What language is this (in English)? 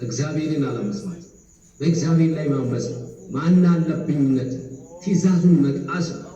Amharic